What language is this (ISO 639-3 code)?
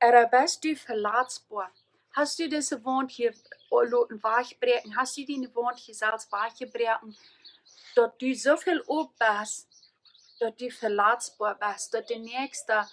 pdt